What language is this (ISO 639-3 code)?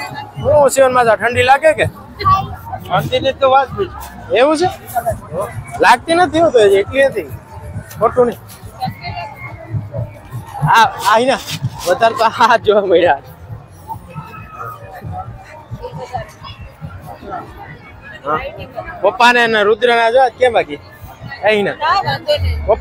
guj